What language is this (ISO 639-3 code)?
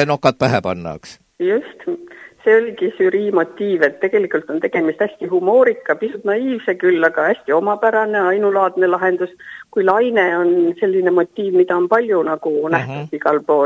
est